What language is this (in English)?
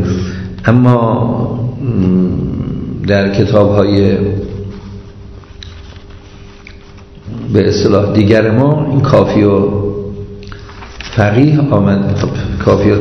Persian